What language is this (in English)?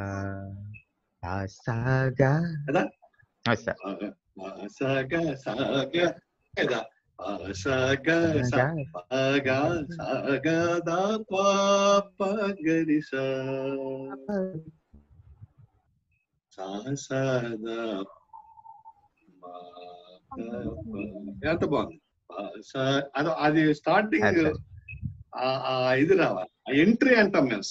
Telugu